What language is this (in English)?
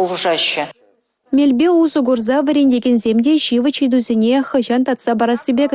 Chuvash